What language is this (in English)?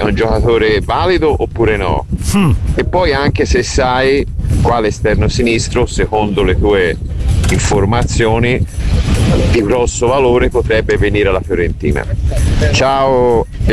Italian